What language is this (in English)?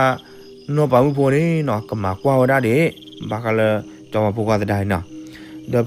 S'gaw Karen